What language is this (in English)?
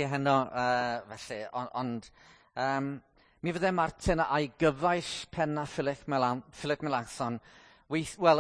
Welsh